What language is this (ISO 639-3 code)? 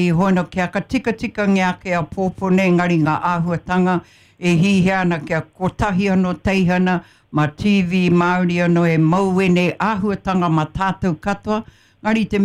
mri